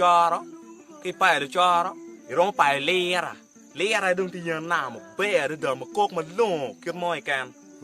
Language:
Acoli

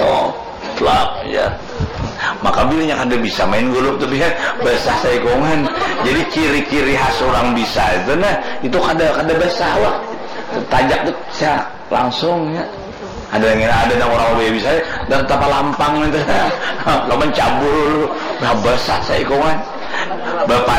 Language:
Banjar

